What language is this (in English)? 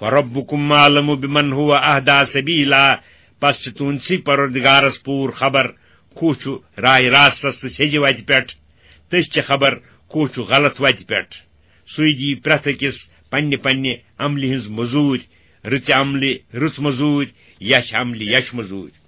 Kashmiri